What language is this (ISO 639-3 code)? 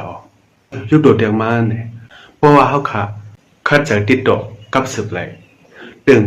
shn